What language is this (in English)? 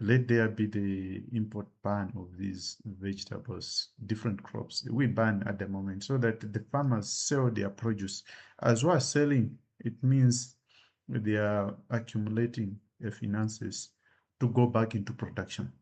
Nyanja